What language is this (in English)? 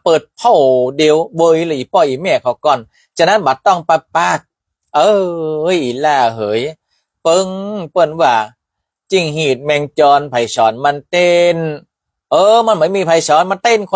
Northern Thai